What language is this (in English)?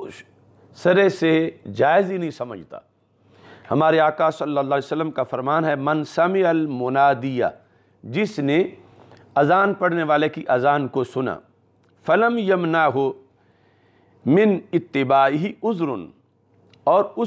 Urdu